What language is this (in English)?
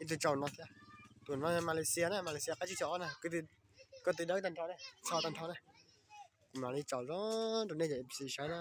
Hmong